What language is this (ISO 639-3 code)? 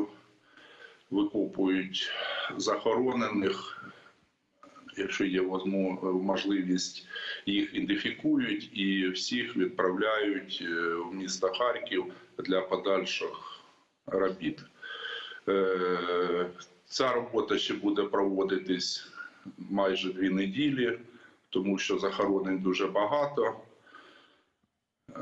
ukr